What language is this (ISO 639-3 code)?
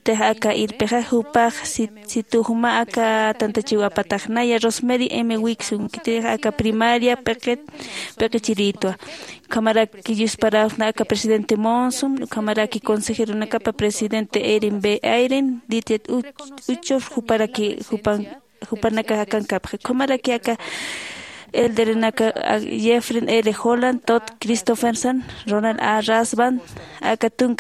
aym